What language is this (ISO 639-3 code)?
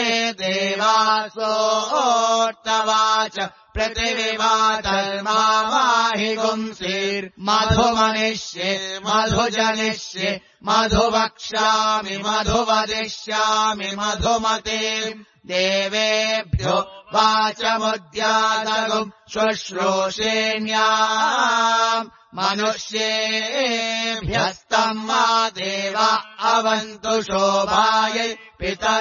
san